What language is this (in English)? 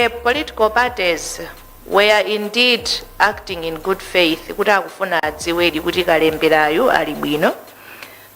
Nyanja